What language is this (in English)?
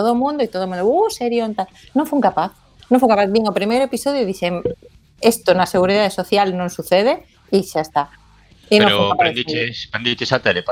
Galician